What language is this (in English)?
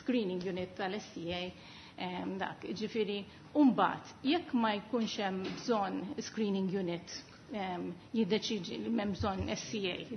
Maltese